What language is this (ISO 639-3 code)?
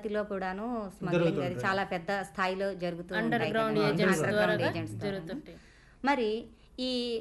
tel